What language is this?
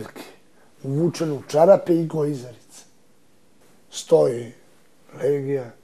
Serbian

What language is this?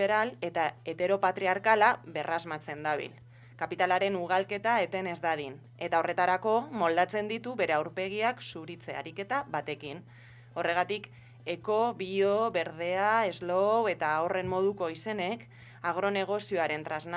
Basque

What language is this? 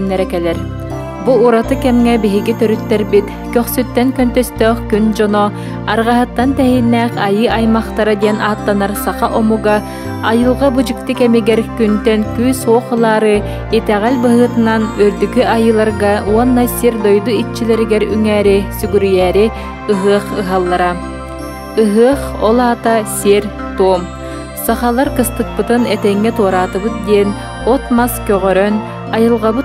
Yakut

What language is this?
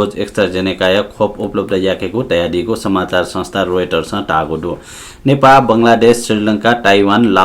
Newari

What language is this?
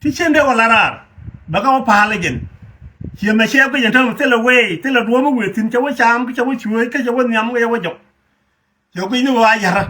Nuer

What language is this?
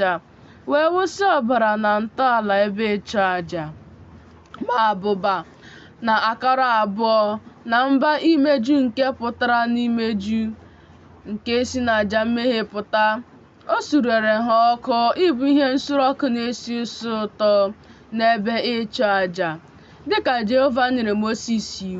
Igbo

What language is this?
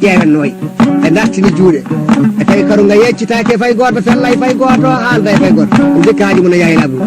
Fula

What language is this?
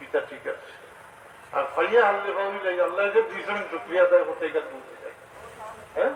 Sylheti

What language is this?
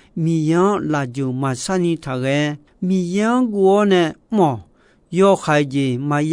Akha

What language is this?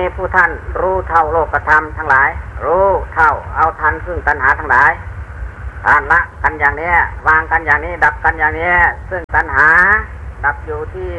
Thai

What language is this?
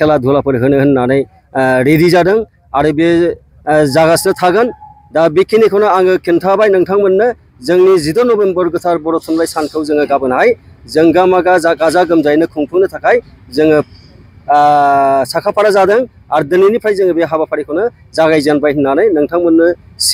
Bodo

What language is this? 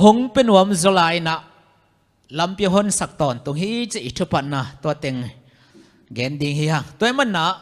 Tedim Chin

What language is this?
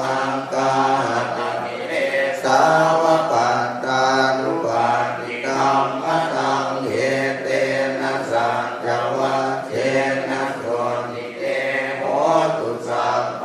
Pali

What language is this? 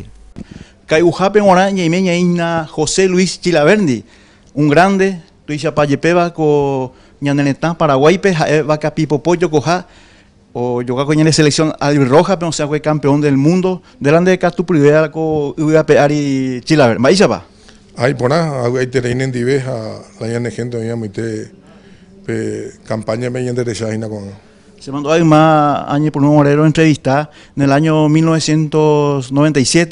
Guarani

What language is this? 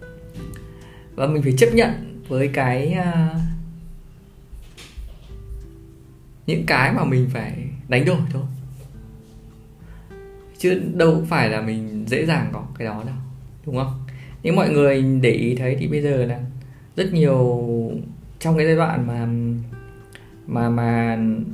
Vietnamese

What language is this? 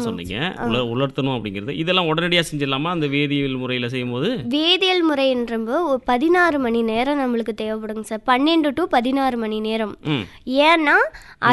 Tamil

